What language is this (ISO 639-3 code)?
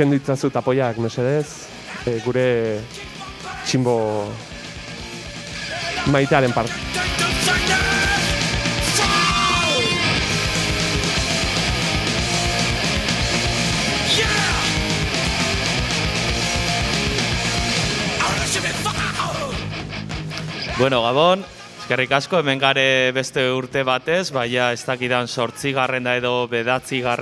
eus